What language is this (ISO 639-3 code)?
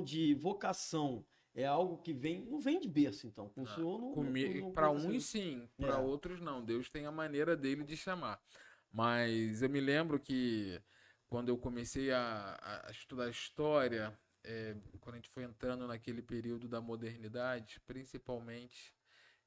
por